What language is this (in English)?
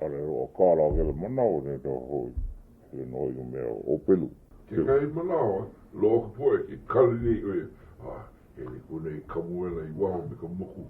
Hawaiian